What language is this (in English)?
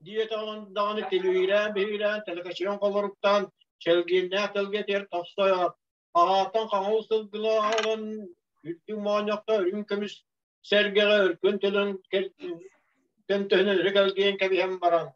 Yakut